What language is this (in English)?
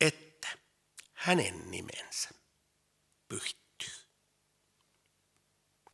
Finnish